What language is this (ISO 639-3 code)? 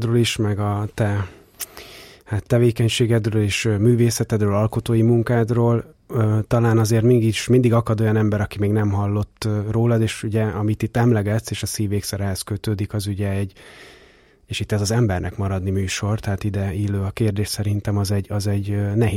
hun